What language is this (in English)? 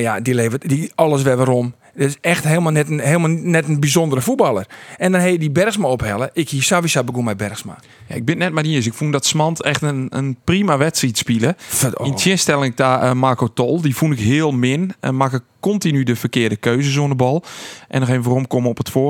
Western Frisian